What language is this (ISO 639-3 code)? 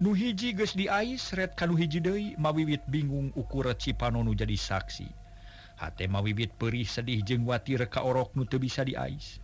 sun